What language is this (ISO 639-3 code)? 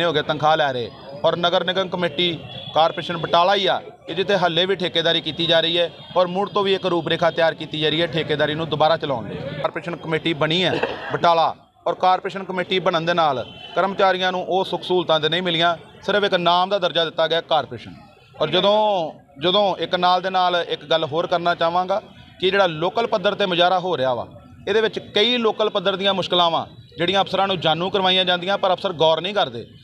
pan